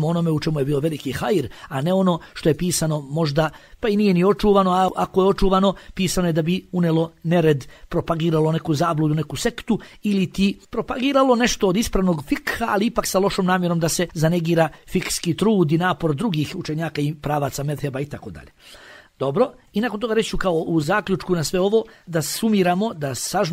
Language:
Bosnian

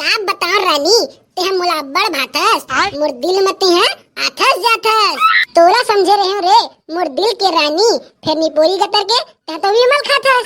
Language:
Chhattisgarhi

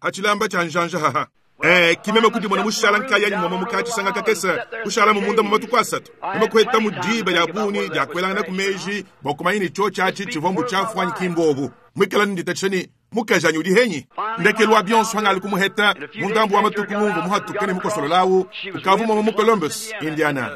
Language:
Luba-Lulua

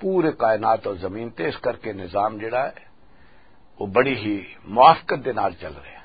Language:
Western Panjabi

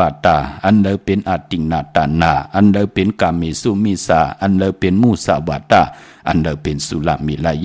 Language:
Shan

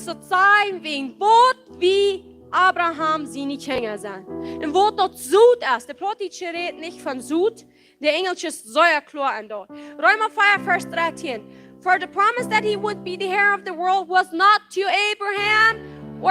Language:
Plautdietsch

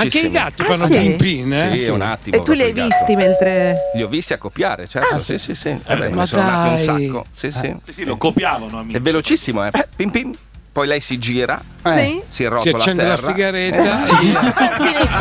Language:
Italian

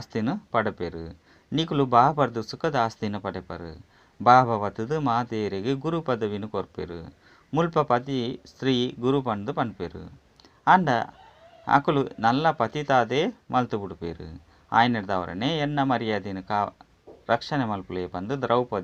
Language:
Tulu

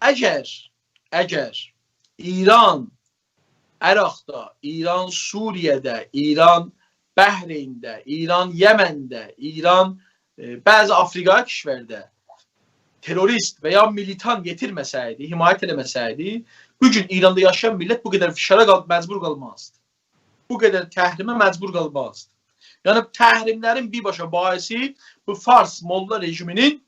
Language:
South Azerbaijani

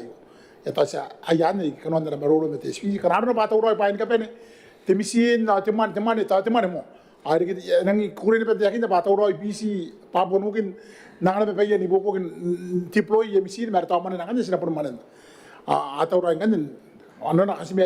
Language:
Gilbertese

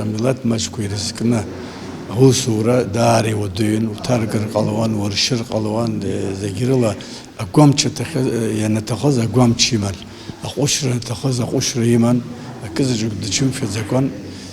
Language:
Abkhazian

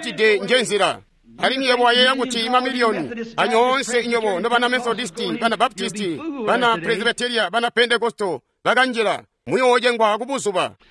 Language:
Tonga (Zambia)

